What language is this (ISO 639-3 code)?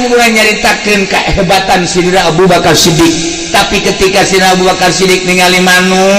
sun